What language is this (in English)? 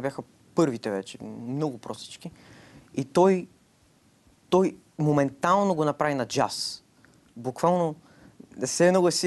Bulgarian